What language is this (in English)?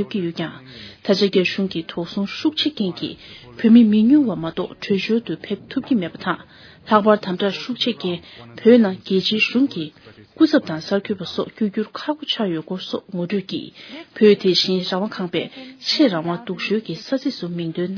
Tibetan